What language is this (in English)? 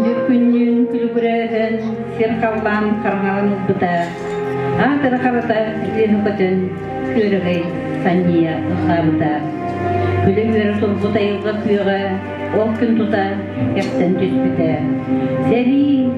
Yakut